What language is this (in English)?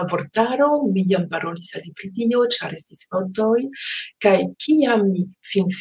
Esperanto